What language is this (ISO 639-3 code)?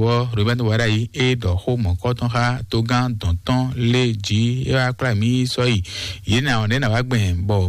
fon